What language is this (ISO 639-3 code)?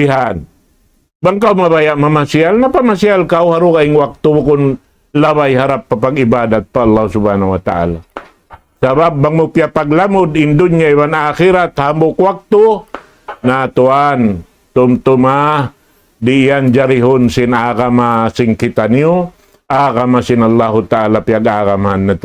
tsg